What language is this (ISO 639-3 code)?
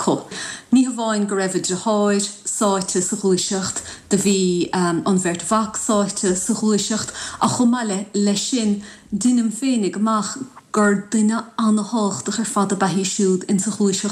gle